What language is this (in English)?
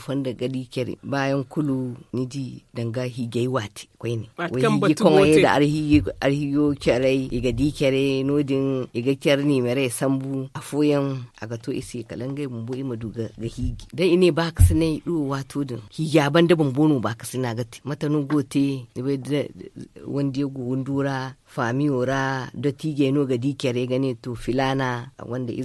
Zarma